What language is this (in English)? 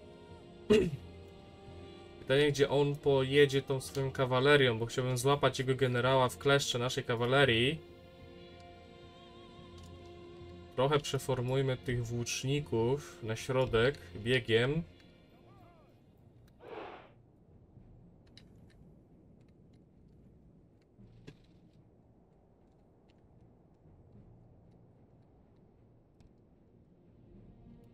Polish